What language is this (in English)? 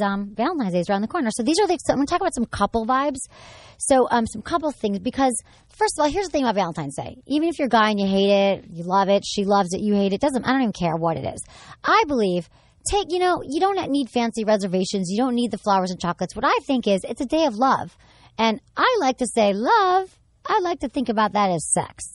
English